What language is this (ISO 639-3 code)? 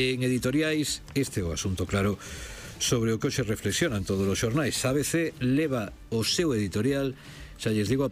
glg